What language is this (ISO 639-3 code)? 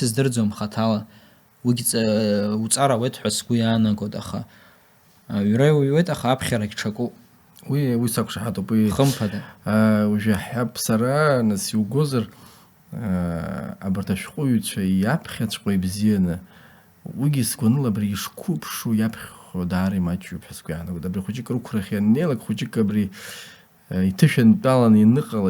abk